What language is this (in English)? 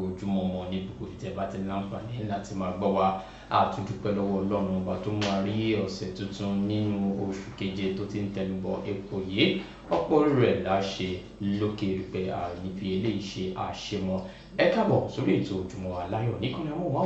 Yoruba